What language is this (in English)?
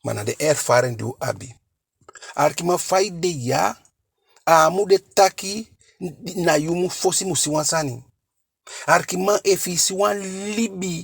Eastern Maroon Creole